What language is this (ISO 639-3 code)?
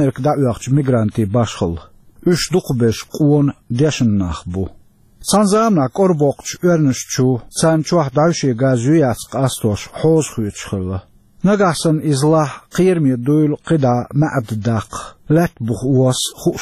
che